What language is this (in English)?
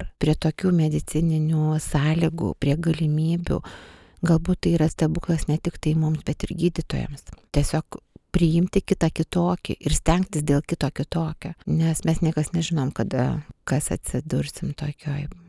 Lithuanian